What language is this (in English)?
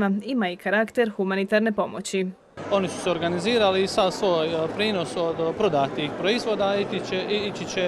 Croatian